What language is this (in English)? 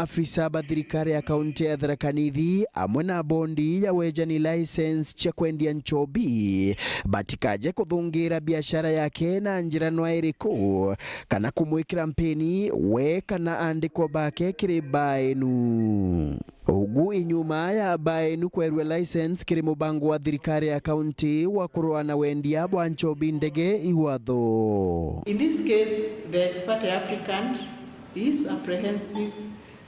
Meru